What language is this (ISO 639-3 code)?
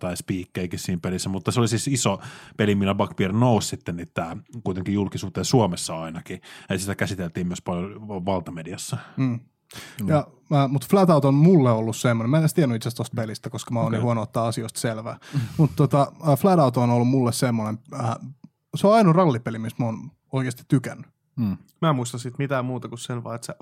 fin